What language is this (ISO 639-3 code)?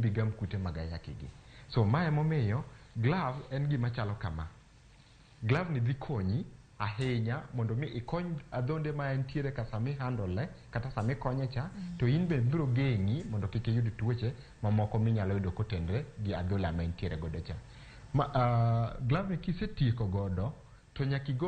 luo